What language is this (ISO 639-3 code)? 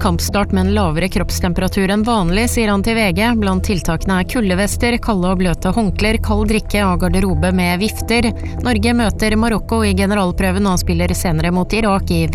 nor